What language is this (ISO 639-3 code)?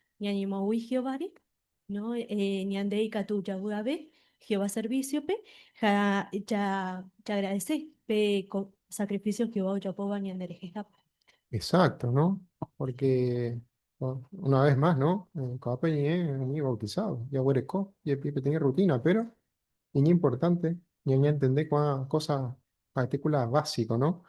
grn